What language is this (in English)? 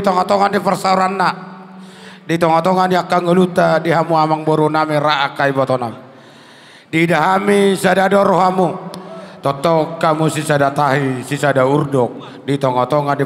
Batak Toba